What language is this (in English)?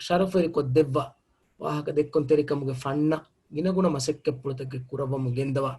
Divehi